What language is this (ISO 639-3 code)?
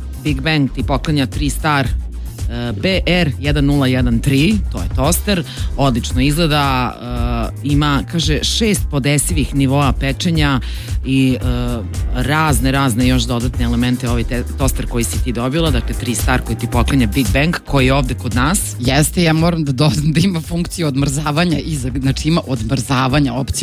srp